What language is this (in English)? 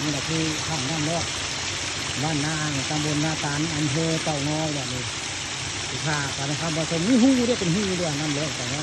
Northeastern Thai